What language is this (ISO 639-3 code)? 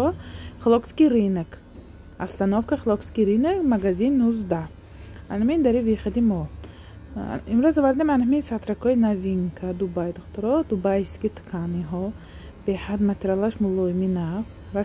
tgk